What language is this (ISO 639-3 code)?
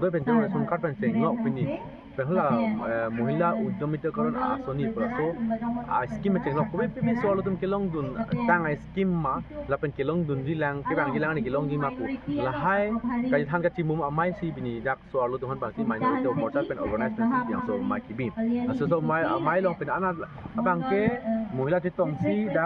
mjw